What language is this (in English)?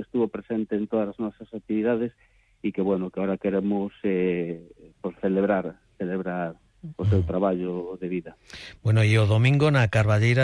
Galician